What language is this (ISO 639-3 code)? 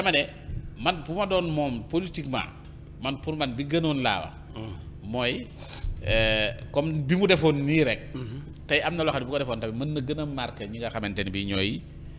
wol